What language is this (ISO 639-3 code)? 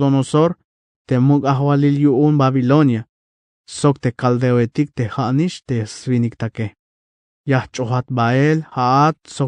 tzh